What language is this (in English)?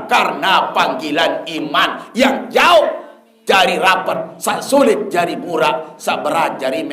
Sasak